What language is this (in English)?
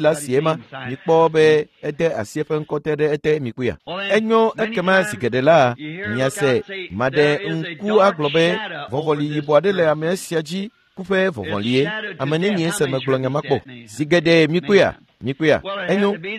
Ewe